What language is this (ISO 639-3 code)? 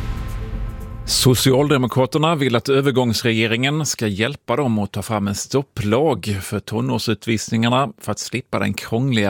swe